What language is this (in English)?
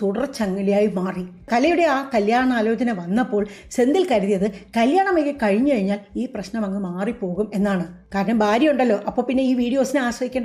Malayalam